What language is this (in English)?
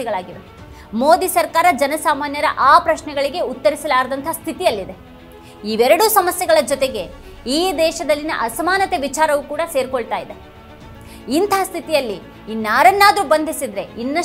Kannada